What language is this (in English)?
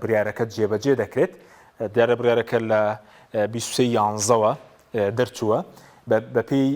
Central Kurdish